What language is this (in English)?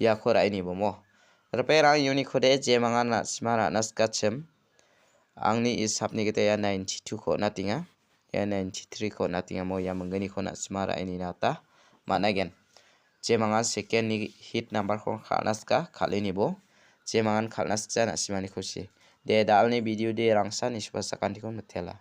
Garo